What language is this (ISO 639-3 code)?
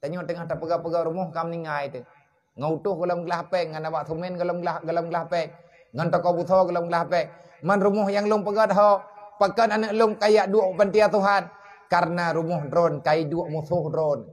ace